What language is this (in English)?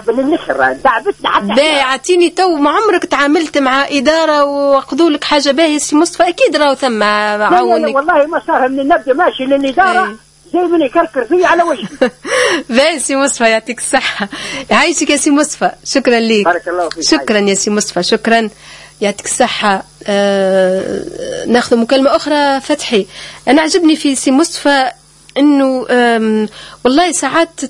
Tunisian Arabic